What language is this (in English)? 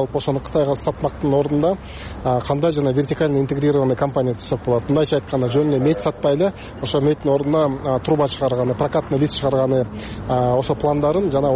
Kyrgyz